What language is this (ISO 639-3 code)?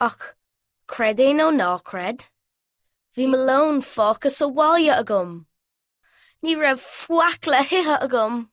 gle